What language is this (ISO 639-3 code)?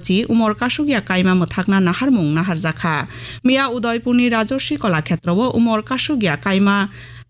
trp